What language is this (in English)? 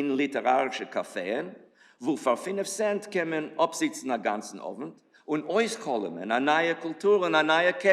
Yiddish